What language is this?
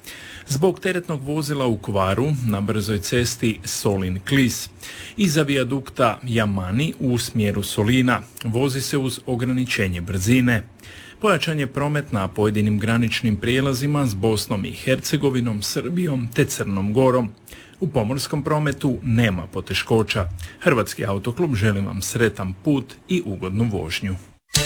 Croatian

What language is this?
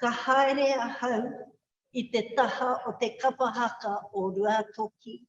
Māori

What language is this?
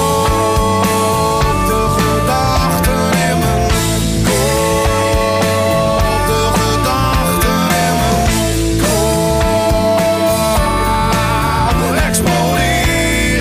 Dutch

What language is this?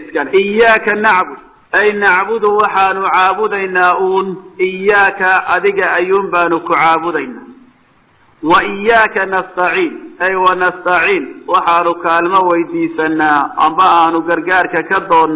Somali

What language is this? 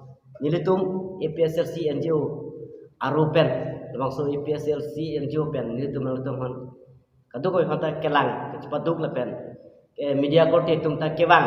Karbi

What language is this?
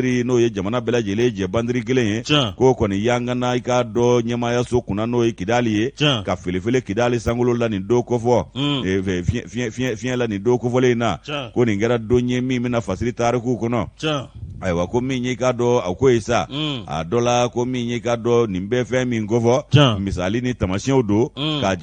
Bambara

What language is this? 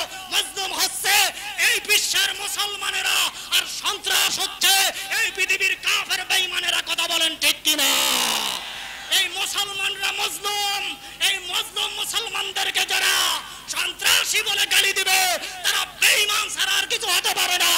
Bangla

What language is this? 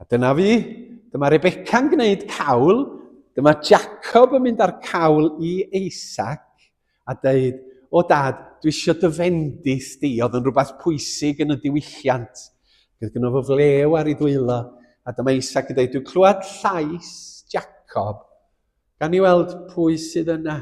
Welsh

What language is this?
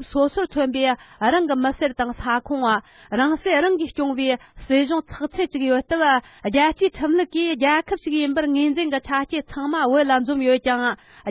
Tibetan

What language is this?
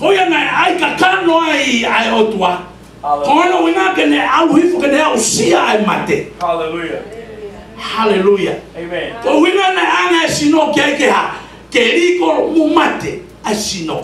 Tongan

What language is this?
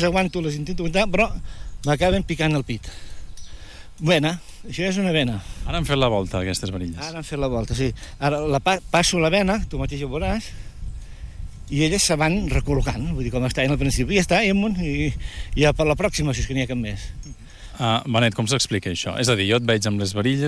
Catalan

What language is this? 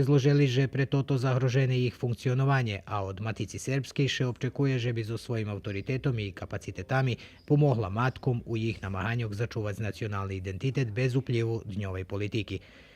Rusyn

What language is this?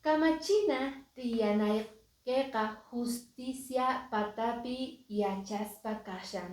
Quechua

